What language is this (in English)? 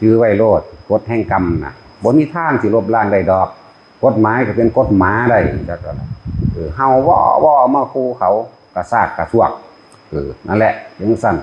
Northeastern Thai